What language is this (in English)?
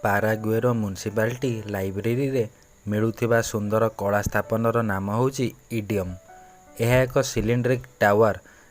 Odia